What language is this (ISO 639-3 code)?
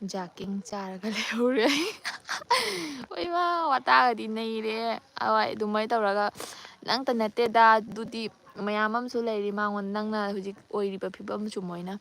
mni